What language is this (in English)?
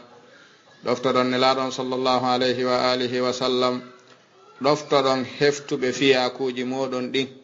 Fula